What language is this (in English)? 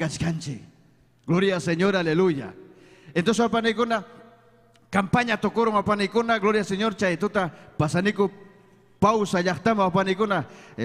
Ayacucho Quechua